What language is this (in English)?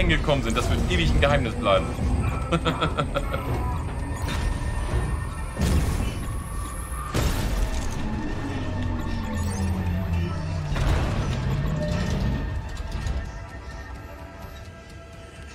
German